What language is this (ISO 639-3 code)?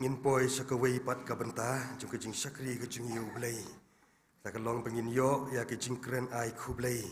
kha